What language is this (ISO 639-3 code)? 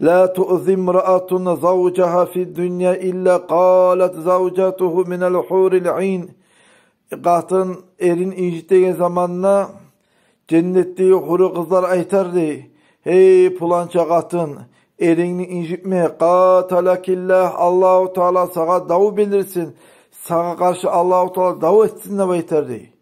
kum